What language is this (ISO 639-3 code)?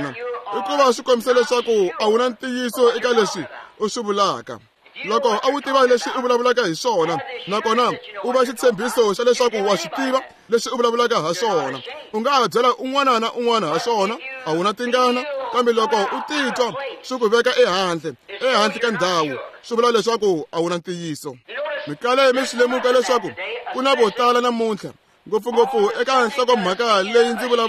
tso